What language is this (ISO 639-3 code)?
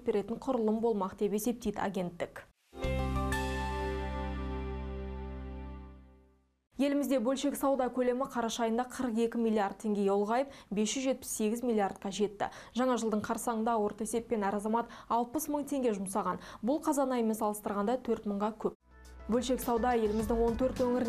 kaz